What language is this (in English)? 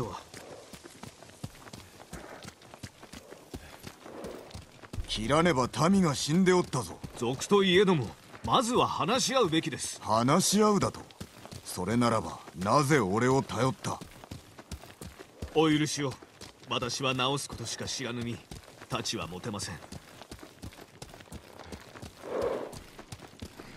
Japanese